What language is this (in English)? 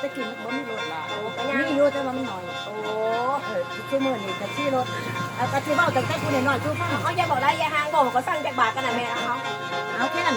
Northeastern Thai